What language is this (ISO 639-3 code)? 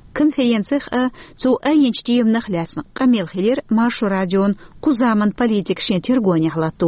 che